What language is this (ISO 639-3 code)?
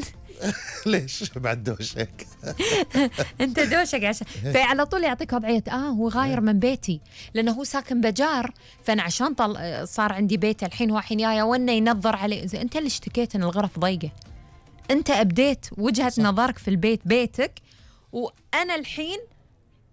afb